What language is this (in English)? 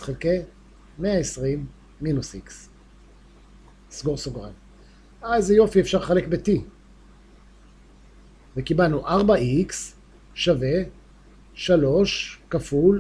Hebrew